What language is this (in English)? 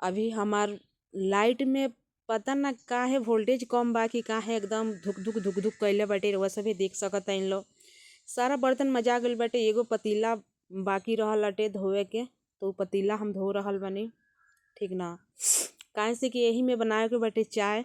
Bhojpuri